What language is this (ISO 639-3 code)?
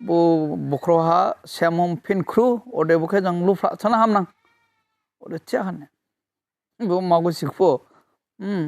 dis